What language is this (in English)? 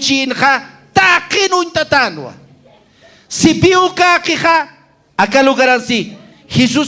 Aymara